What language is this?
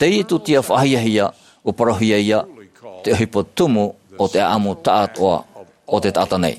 Tahitian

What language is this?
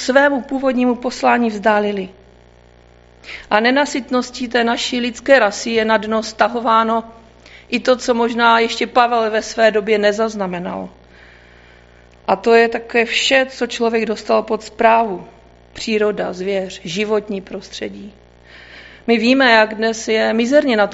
Czech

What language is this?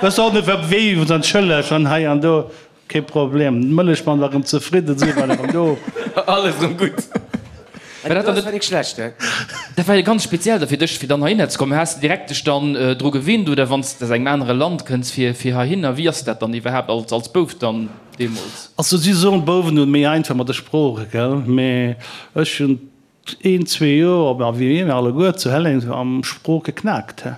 Luxembourgish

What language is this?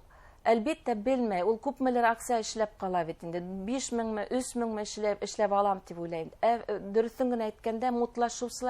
Bashkir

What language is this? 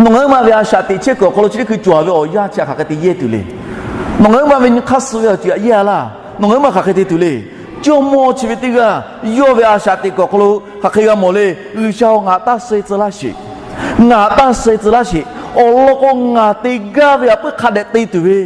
Lahu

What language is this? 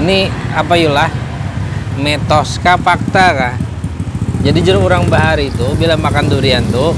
Banjar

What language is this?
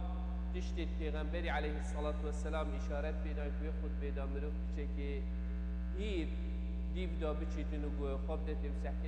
Kurdish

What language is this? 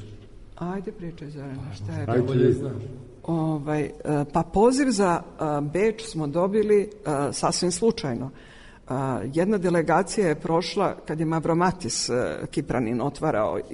Serbian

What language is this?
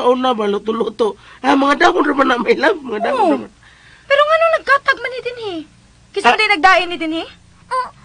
Cebuano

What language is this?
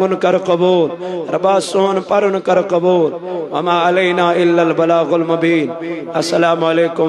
Kashmiri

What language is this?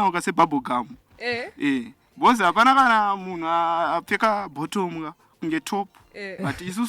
Shona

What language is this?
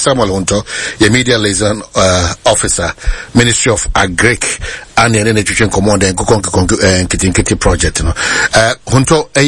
Akan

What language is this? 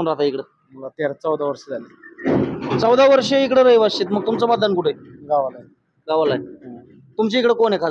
Marathi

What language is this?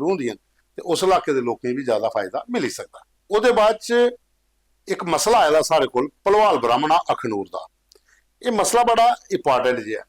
Dogri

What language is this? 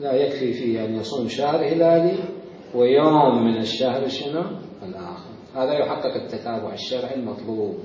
Mesopotamian Arabic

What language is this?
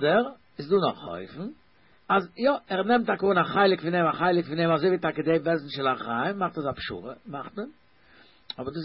Yiddish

